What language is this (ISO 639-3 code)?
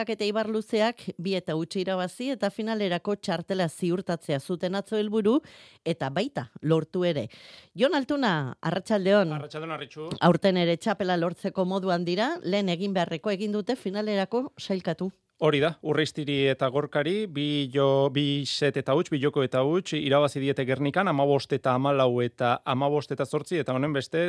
eus